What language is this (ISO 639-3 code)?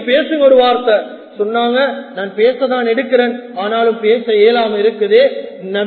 tam